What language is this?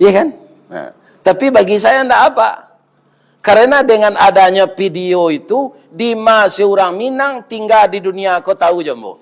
Minangkabau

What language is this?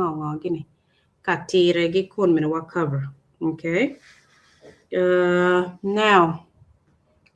Acoli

